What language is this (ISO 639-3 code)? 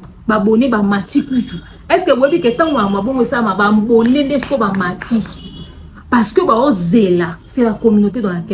lin